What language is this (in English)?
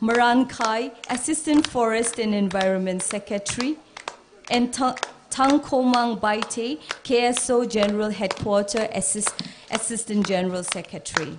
Tangkhul Naga (India)